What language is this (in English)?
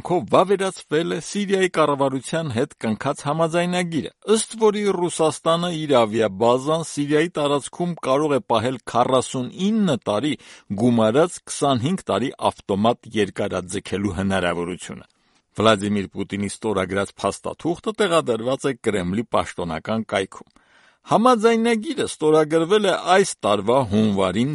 Armenian